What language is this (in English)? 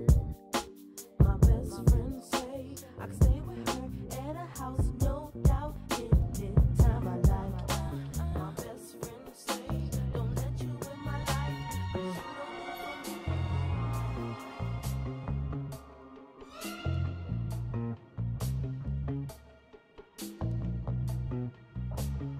English